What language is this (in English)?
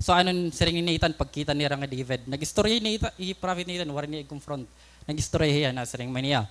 Waray